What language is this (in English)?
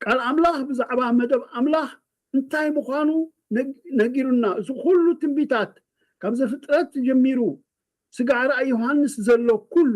Tigrinya